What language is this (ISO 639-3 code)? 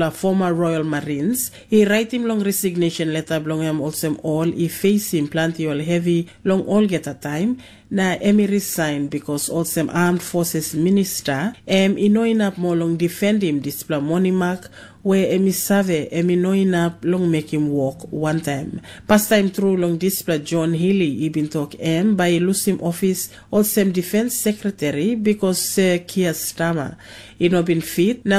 tpi